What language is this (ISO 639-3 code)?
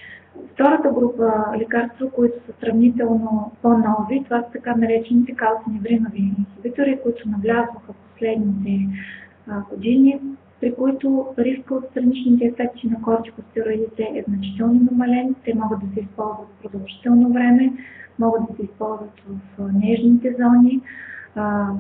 bul